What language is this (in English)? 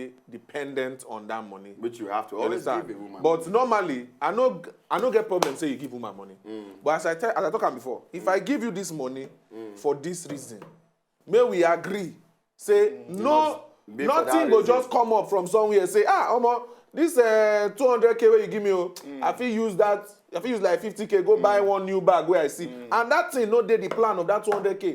Nigerian Pidgin